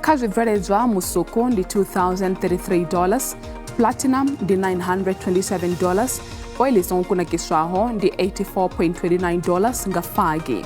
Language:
Venda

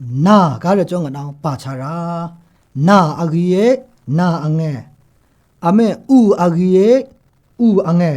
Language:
Maru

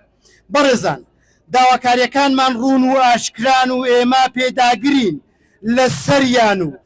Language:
Central Kurdish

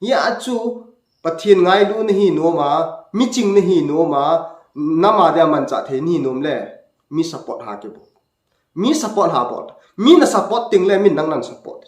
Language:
Thado Chin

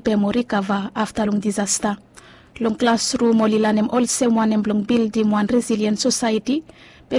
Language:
Bislama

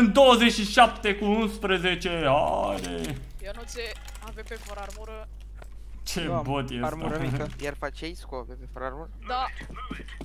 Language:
Romanian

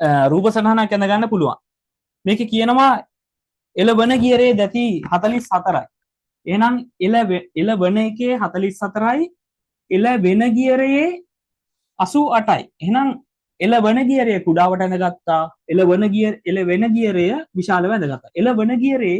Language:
Sinhala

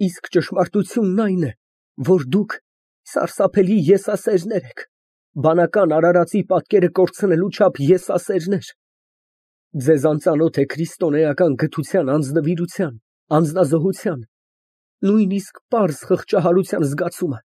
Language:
Armenian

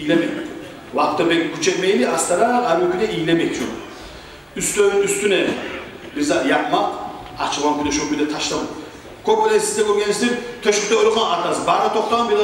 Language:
Kumyk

